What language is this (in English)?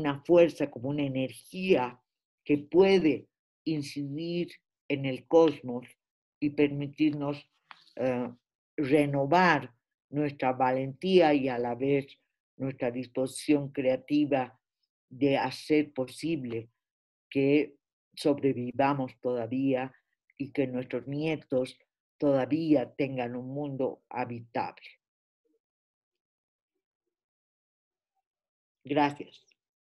Spanish